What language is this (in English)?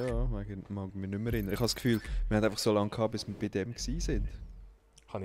Swiss German